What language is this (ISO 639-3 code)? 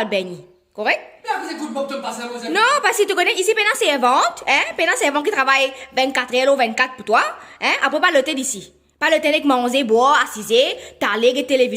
mfe